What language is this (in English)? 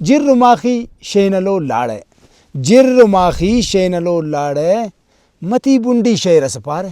Brahui